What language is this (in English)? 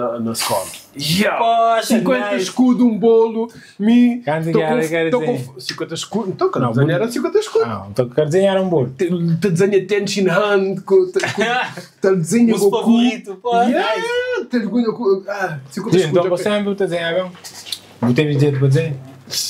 Kabuverdianu